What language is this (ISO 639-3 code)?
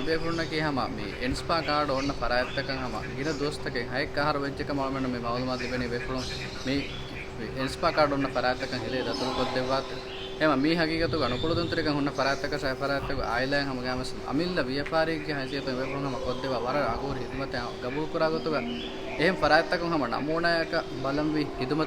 div